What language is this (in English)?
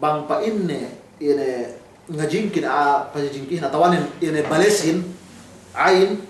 Yakan